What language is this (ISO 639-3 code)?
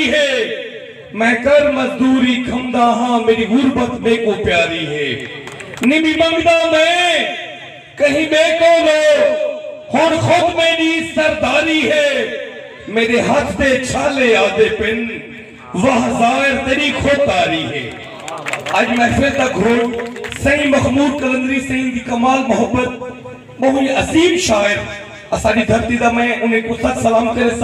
skr